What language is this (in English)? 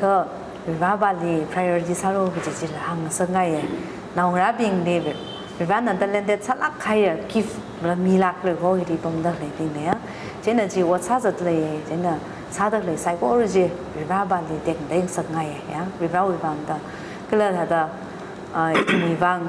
Tangkhul Naga (India)